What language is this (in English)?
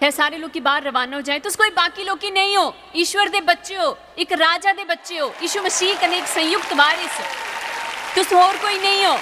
Dogri